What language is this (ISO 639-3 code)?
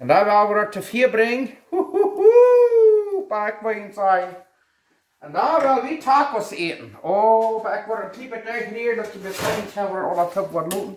pdt